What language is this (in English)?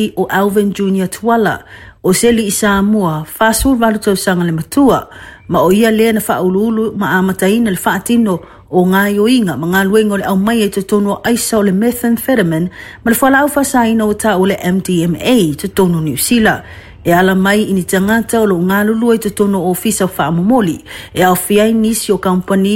Samoan